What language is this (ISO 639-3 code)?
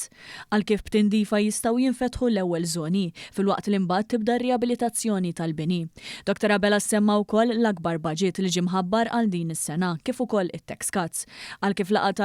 mlt